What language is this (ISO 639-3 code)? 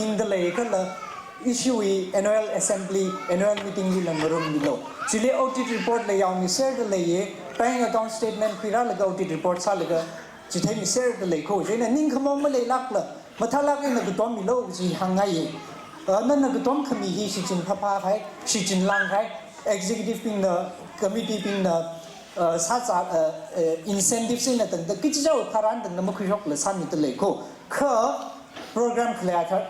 nmf